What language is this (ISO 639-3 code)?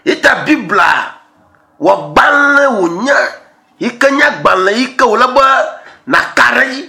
ewe